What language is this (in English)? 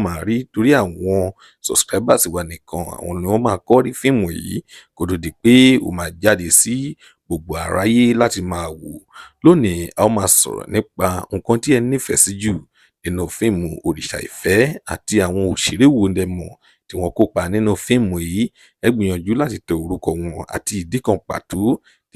Yoruba